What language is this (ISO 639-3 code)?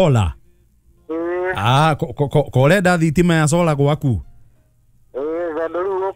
kik